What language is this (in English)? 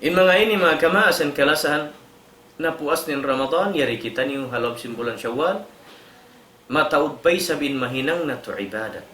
Tausug